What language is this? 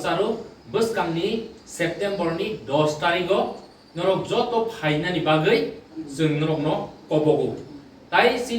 Kok Borok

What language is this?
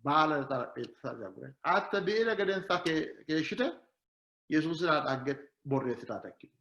Sidamo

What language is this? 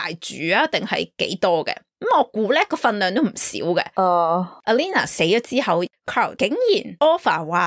Cantonese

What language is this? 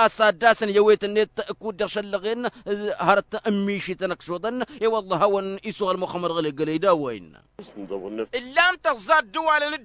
Tamasheq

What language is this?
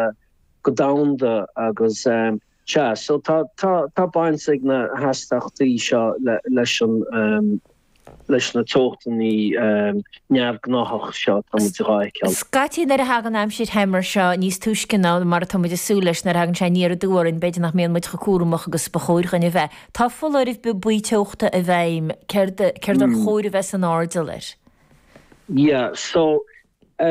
Irish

